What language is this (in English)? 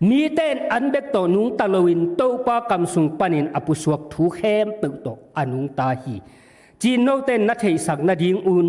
Tedim Chin